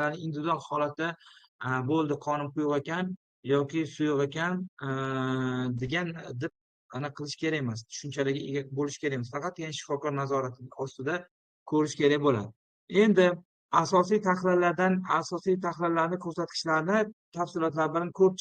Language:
Uzbek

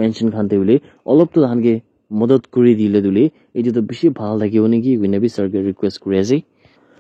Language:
Naga Pidgin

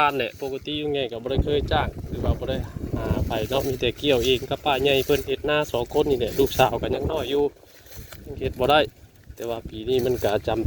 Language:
Northeastern Thai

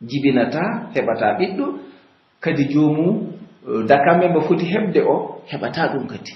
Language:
Pular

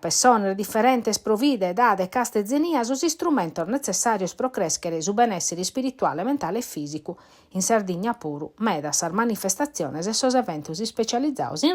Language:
Sardinian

